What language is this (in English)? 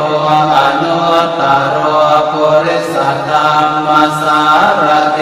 Pali